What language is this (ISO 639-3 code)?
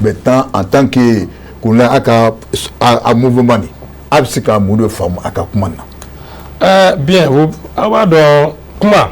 bam